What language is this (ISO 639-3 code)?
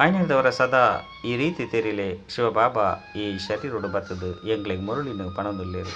tcy